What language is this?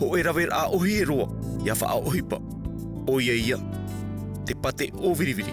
Tahitian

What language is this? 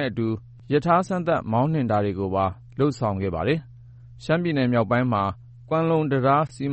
Burmese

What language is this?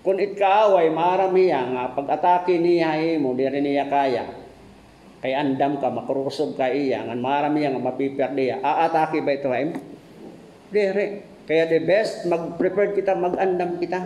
Waray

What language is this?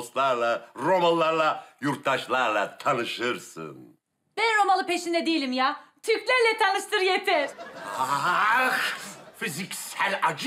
Turkish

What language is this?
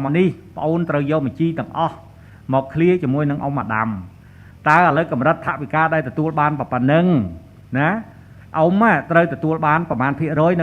Khmer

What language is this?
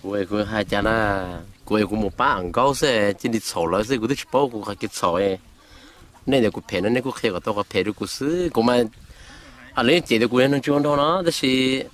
Hmong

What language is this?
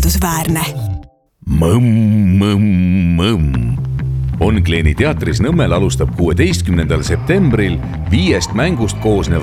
Estonian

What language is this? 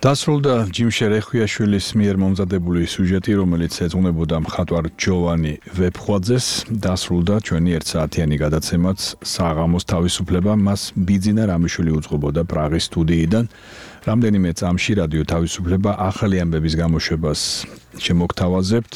Georgian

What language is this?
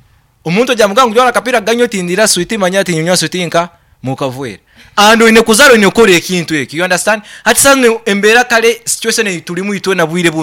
Nyoro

